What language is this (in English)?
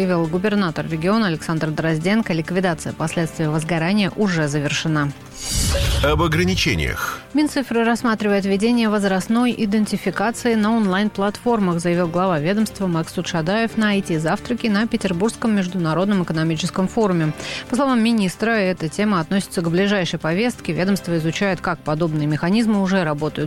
Russian